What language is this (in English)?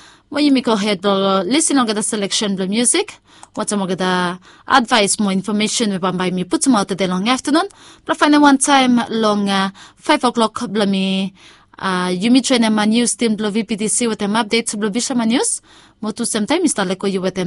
Bislama